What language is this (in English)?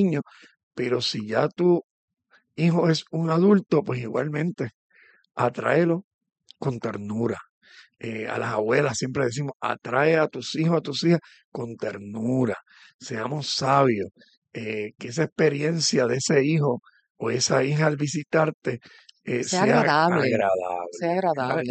Spanish